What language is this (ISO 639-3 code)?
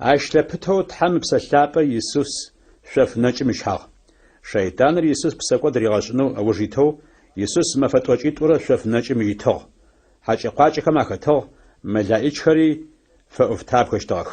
ady